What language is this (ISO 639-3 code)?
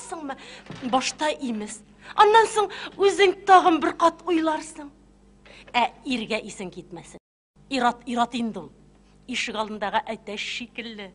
tat